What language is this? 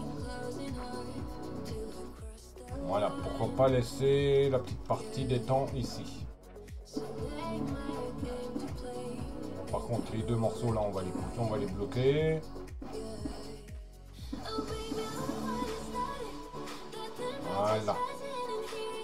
French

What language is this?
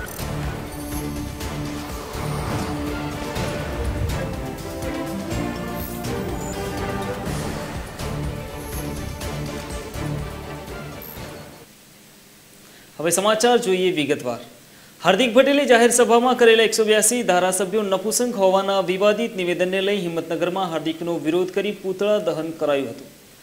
Gujarati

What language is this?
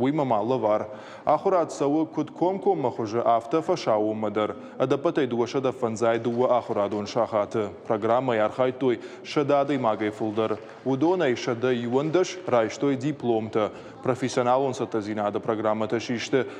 Ossetic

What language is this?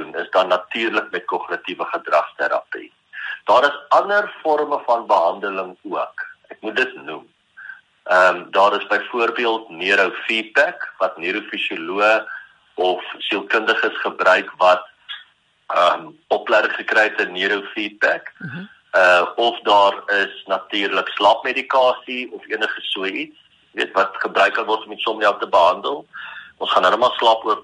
Afrikaans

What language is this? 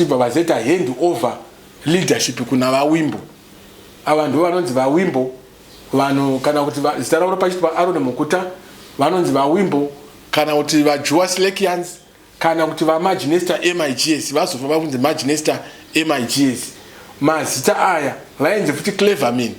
Shona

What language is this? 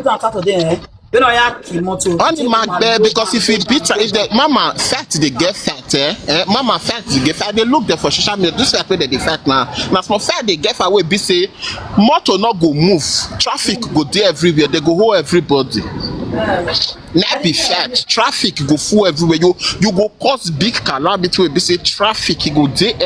Nigerian Pidgin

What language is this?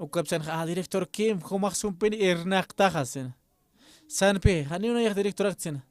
Aymara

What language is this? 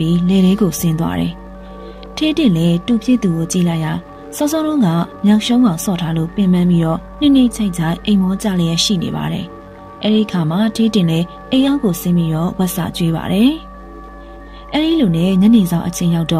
Burmese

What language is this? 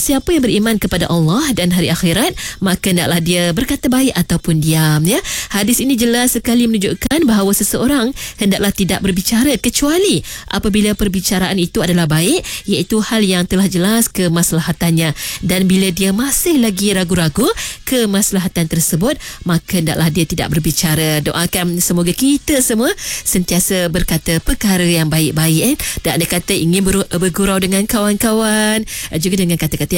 Malay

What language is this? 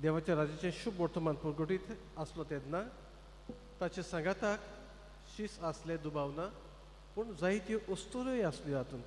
Konkani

